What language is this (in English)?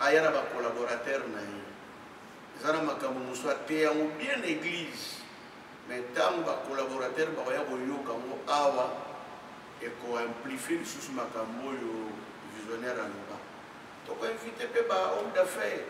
Lingala